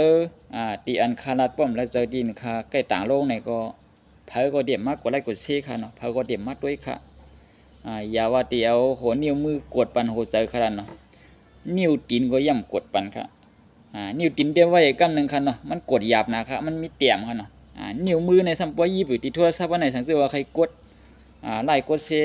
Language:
Shan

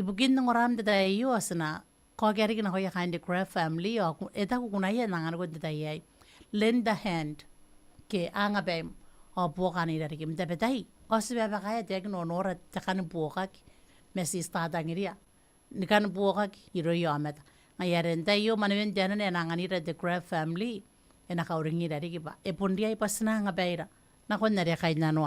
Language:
Gilbertese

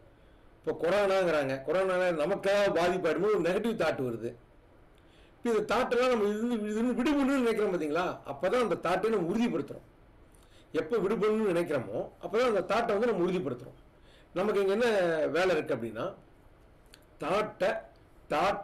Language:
Tamil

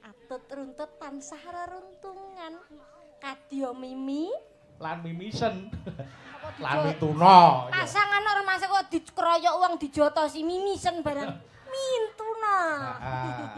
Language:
Javanese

